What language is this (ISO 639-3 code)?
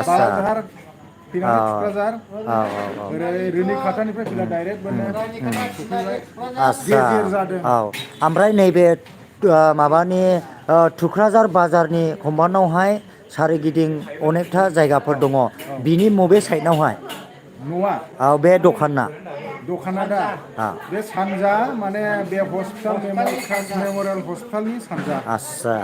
brx